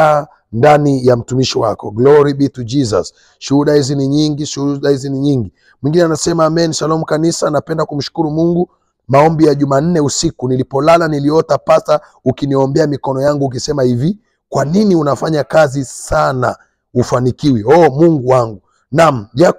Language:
Swahili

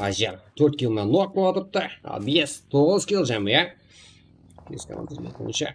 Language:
Kara-Kalpak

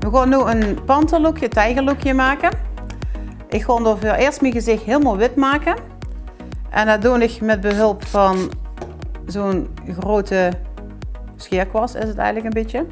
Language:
Limburgish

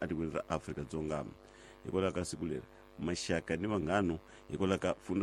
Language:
Tsonga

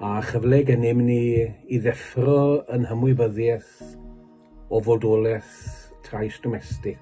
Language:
Welsh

